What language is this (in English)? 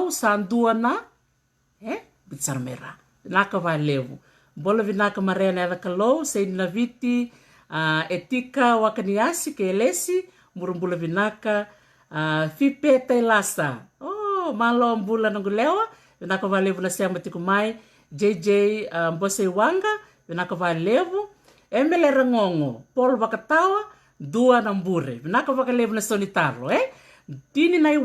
Fijian